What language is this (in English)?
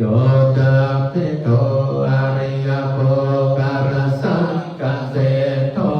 Pali